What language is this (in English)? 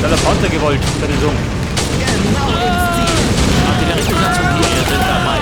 Bavarian